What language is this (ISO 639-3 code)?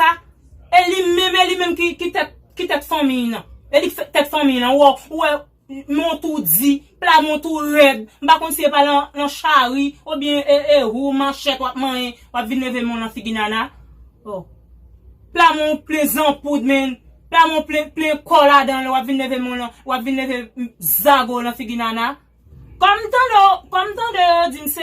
hat